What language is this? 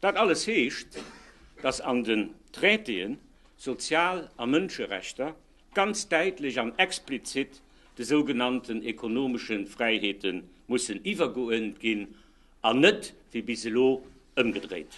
Luxembourgish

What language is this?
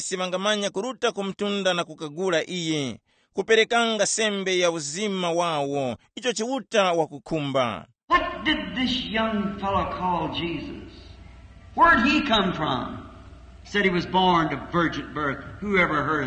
Tumbuka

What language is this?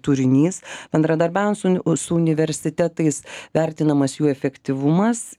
Lithuanian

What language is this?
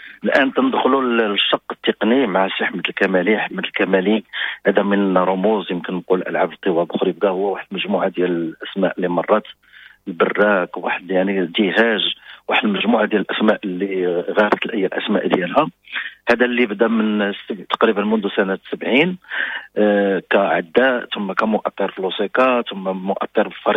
Moroccan Arabic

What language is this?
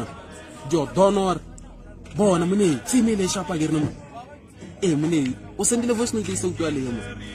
Tswana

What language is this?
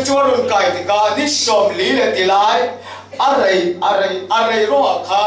Falam Chin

